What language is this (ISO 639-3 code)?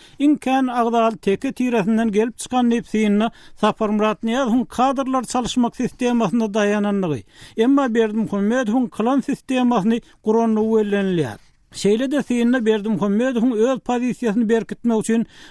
tuk